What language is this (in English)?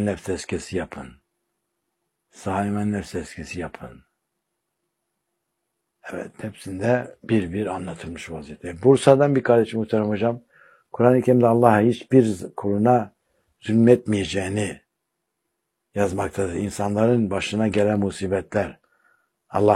Turkish